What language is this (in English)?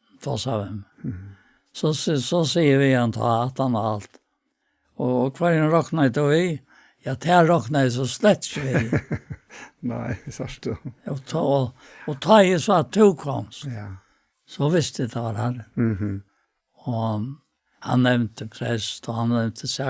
Faroese